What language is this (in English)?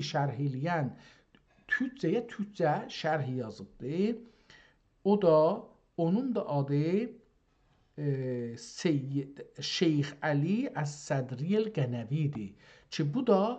South Azerbaijani